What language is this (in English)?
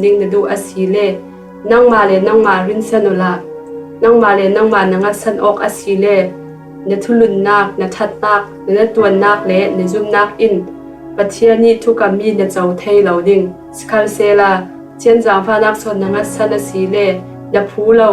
Falam Chin